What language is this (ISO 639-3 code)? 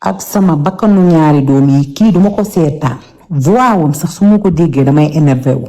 wol